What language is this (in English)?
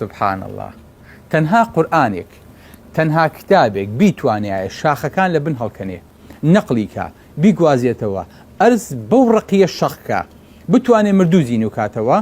Central Kurdish